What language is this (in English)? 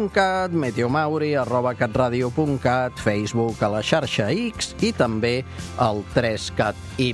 Catalan